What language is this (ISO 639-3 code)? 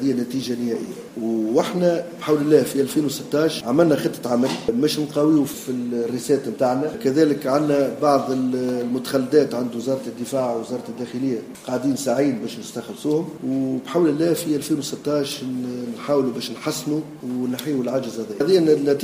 aeb